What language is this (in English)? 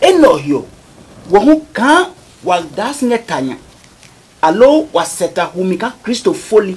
Adangme